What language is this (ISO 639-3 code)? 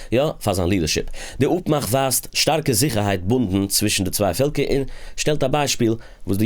yid